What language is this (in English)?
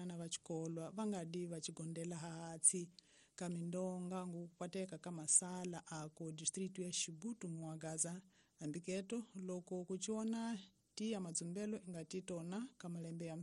Tsonga